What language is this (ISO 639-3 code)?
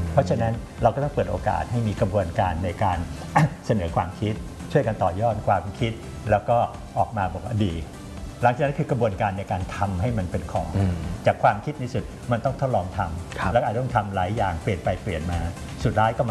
tha